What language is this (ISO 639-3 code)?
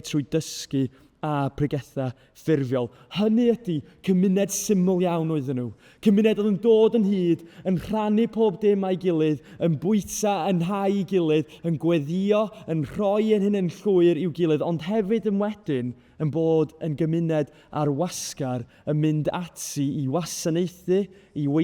cym